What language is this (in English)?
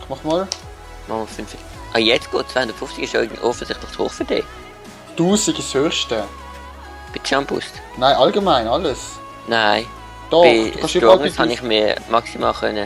Swiss German